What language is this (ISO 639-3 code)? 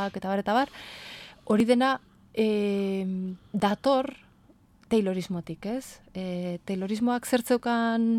eus